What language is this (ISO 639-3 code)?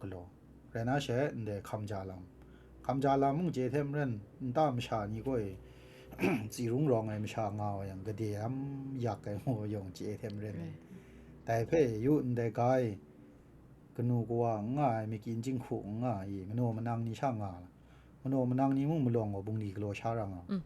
kac